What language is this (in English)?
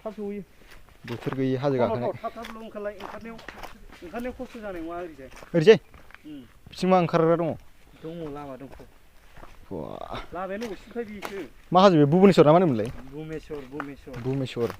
Bodo